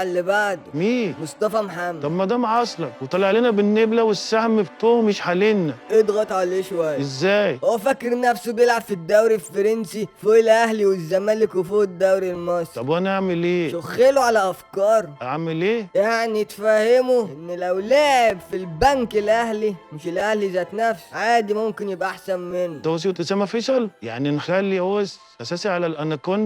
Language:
Egyptian Arabic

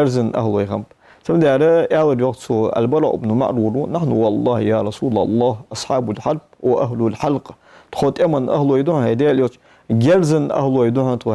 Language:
Ingush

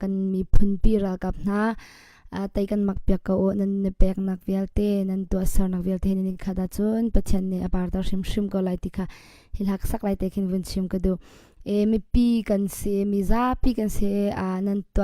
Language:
Hakha Chin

